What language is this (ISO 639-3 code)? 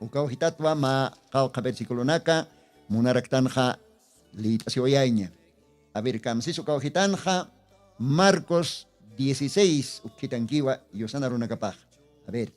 aym